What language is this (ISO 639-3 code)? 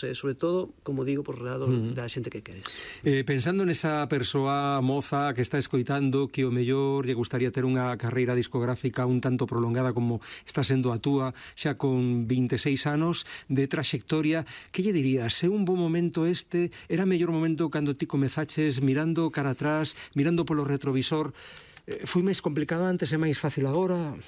glg